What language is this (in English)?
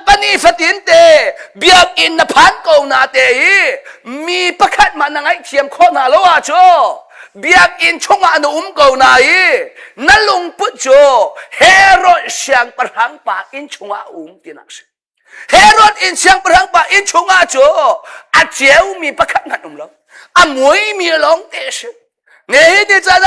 Hakha Chin